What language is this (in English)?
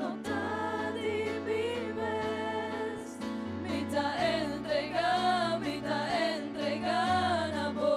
Papiamento